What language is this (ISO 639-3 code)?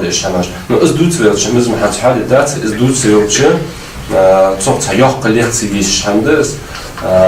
inh